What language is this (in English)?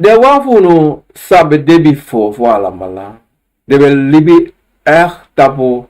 Sranan Tongo